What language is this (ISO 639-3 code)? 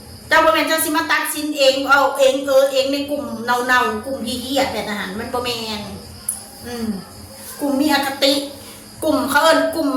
tts